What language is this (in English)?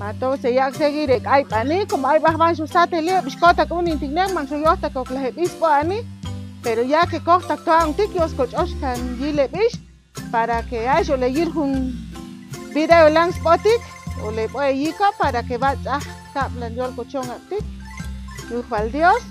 Chuj